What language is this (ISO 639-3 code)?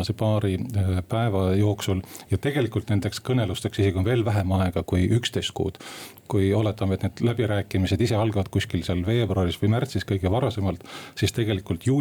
est